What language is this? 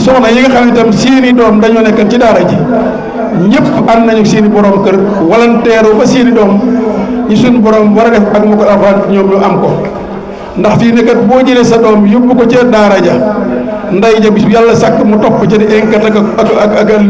Wolof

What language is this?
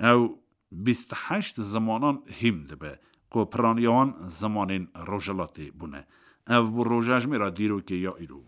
Kurdish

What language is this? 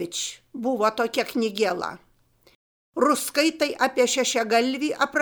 Lithuanian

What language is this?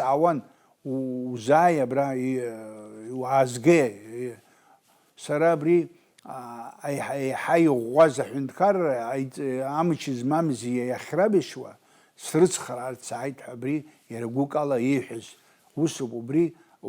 Abkhazian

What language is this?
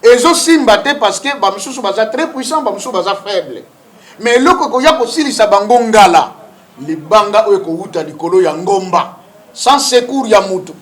Lingala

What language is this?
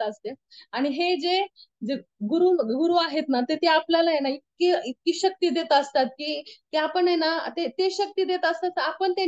Marathi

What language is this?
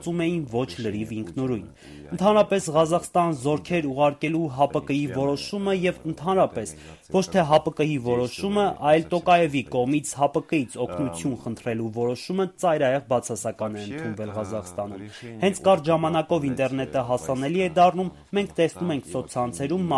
Armenian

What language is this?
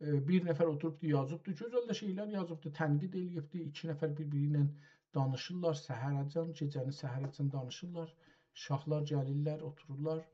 South Azerbaijani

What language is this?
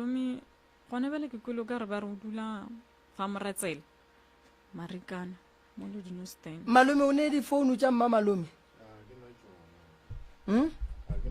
Northern Sotho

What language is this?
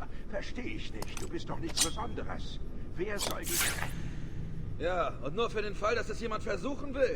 Bavarian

